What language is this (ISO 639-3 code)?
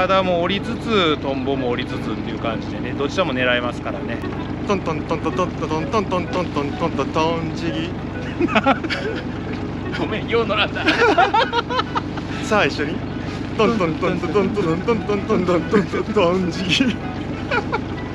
jpn